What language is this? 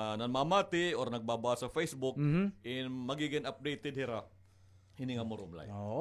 Waray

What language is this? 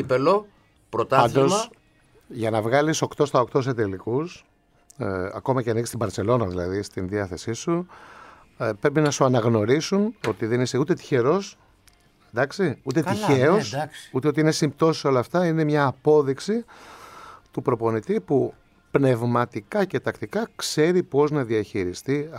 Greek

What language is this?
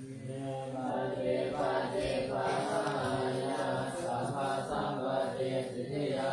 Pali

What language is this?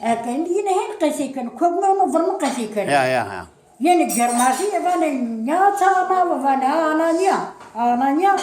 Zaza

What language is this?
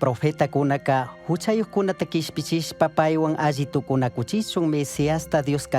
Chimborazo Highland Quichua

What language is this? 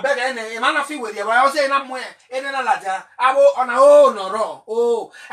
Bini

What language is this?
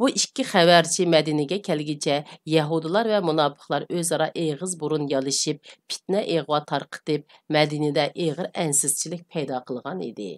Uyghur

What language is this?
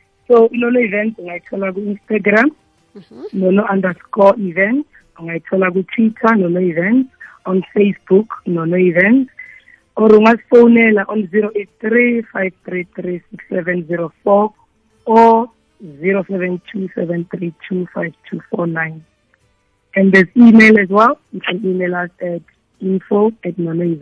South Ndebele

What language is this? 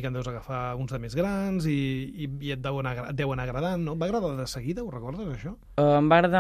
Catalan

